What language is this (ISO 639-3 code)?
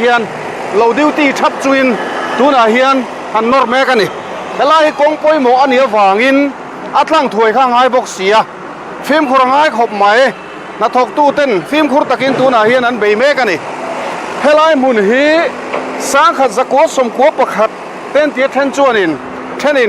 lus